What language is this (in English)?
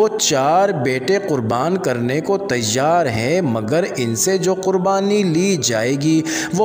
Urdu